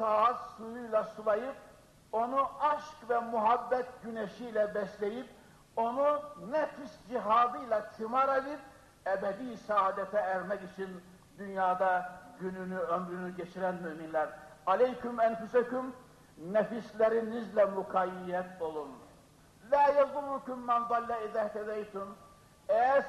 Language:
Turkish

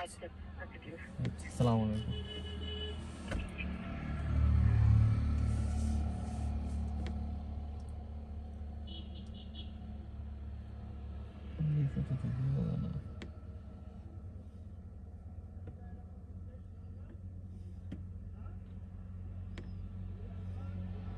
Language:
Bangla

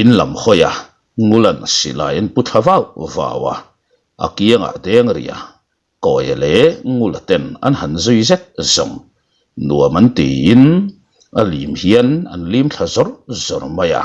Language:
Mizo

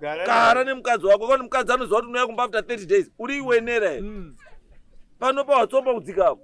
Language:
Shona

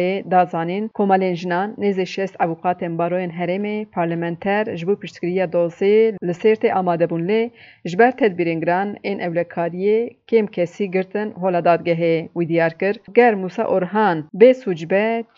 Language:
Kurdish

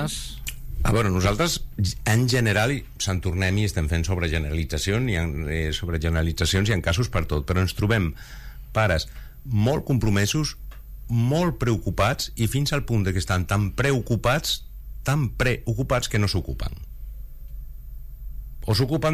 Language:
Catalan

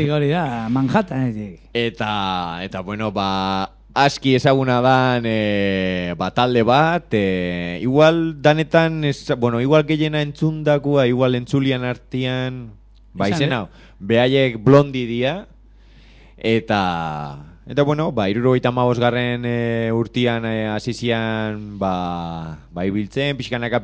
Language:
Basque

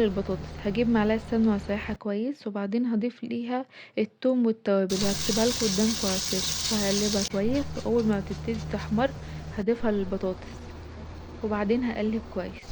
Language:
Egyptian Arabic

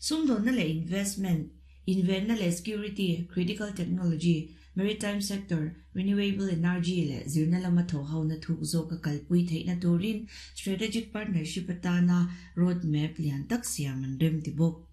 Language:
Mizo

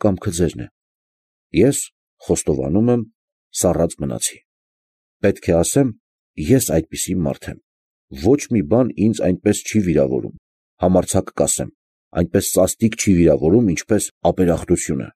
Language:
Armenian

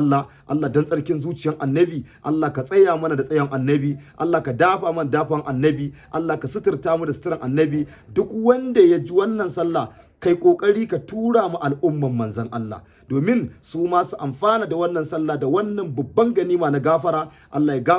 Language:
Hausa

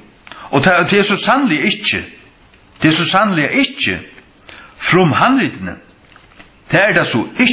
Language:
Faroese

